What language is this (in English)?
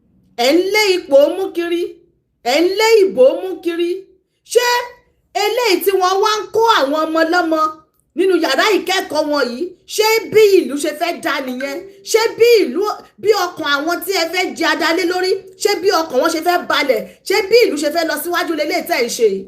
Yoruba